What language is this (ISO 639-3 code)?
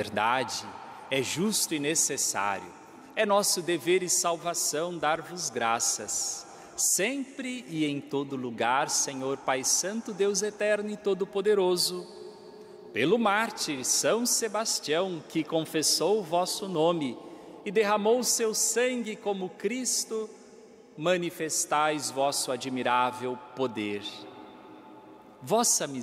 por